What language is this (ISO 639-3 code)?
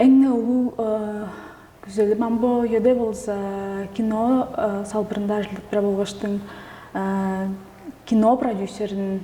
tyv